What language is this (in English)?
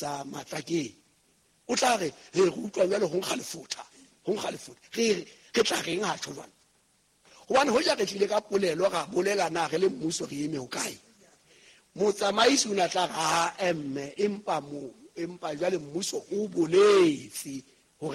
Southern Sotho